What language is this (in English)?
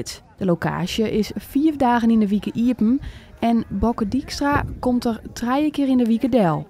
Western Frisian